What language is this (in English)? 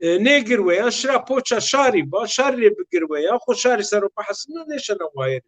Zaza